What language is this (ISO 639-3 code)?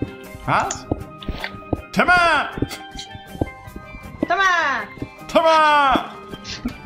deu